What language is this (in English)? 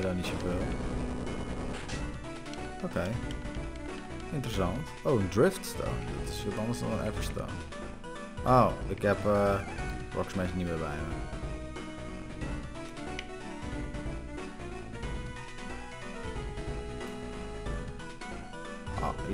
Dutch